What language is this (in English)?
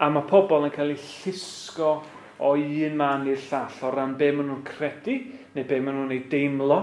Welsh